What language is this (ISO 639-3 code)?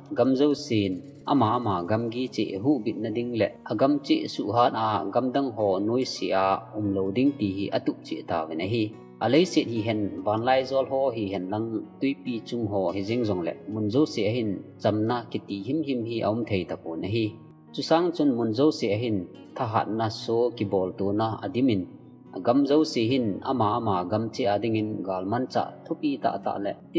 tcz